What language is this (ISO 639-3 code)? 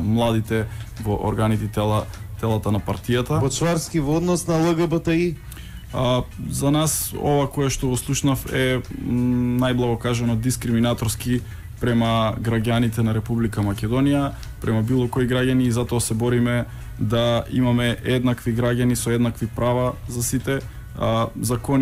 mkd